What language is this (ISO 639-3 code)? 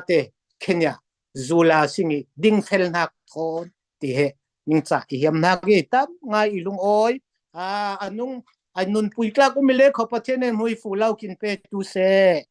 cfm